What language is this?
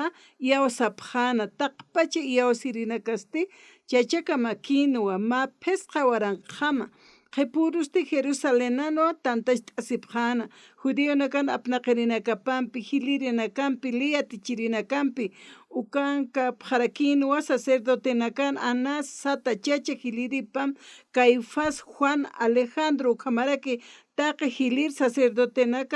Aymara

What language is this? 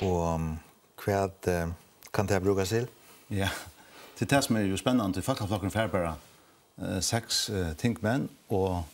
Faroese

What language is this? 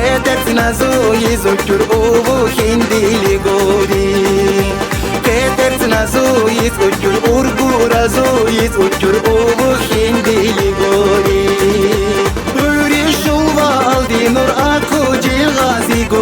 Tabassaran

